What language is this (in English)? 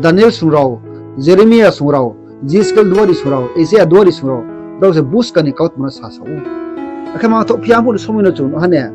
Riang (India)